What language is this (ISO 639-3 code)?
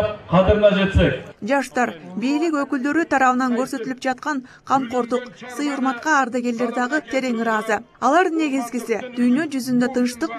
kir